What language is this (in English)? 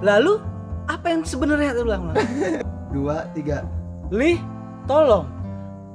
Betawi